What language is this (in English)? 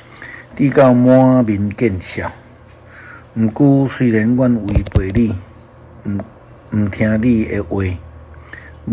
Min Nan Chinese